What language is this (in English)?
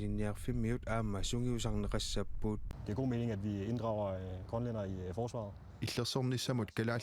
Kalaallisut